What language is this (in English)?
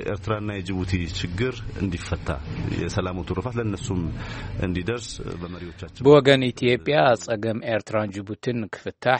Tigrinya